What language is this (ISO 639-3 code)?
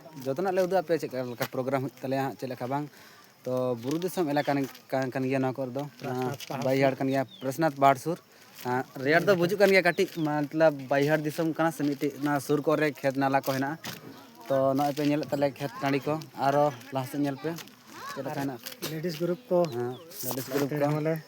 sat